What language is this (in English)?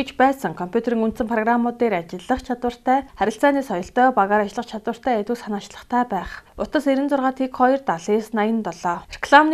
Mongolian